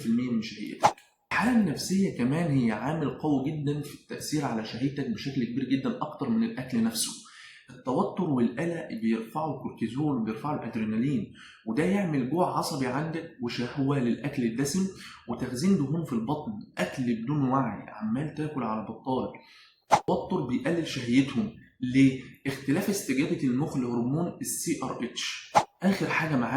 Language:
Egyptian Arabic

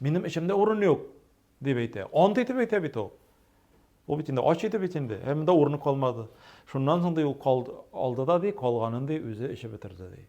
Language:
Tatar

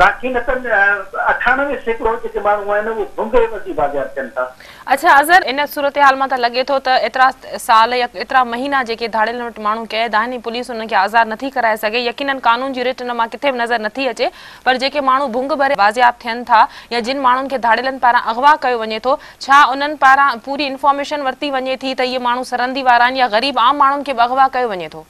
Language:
Sindhi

